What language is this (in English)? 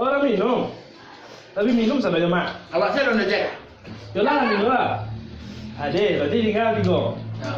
Minangkabau